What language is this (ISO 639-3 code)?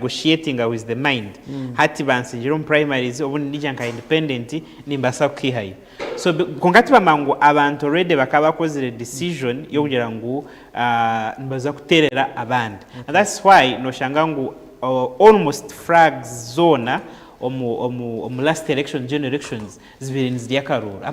nyn